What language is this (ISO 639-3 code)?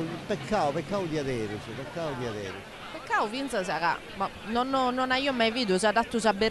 srd